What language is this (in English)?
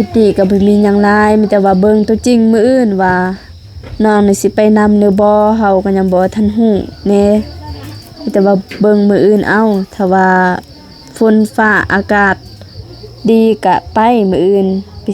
Lao